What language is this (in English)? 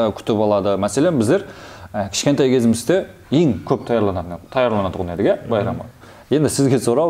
Kara-Kalpak